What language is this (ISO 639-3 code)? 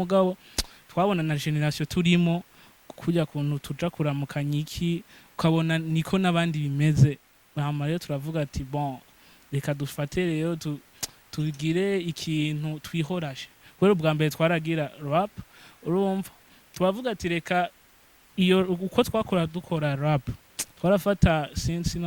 run